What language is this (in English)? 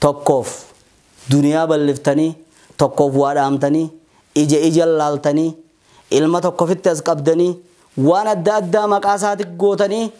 Oromo